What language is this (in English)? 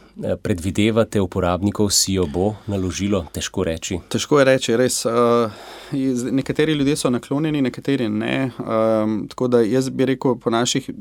Slovenian